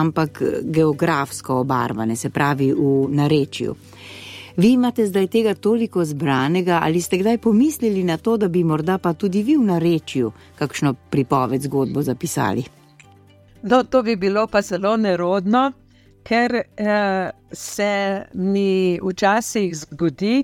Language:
Slovenian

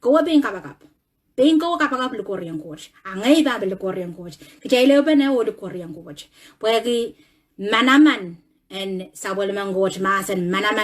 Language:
Pohnpeian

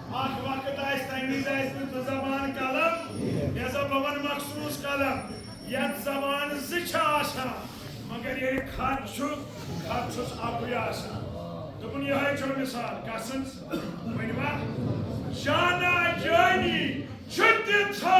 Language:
Kashmiri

